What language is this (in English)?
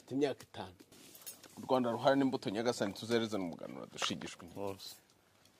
Kinyarwanda